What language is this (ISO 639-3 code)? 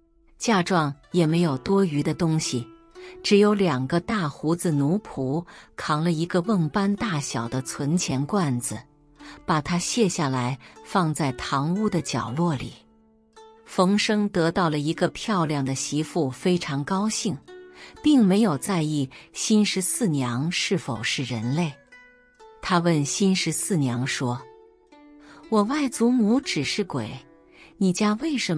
zho